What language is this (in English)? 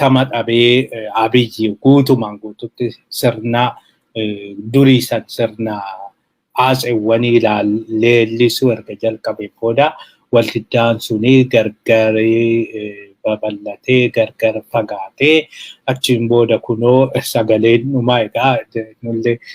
Oromo